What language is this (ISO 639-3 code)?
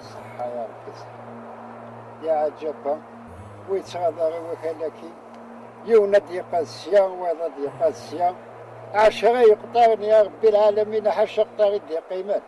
kab